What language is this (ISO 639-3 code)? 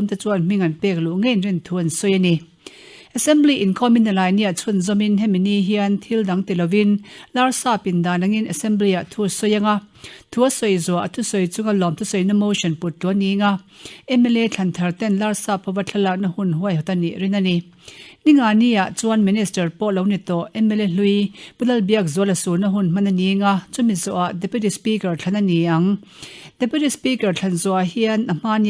lus